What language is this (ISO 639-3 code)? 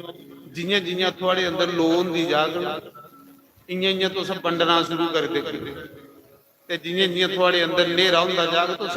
doi